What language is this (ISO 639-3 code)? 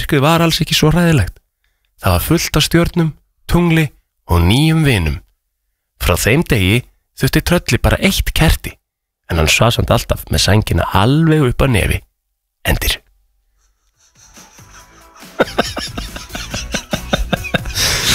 isl